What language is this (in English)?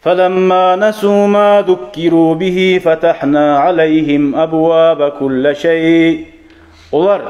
Kumyk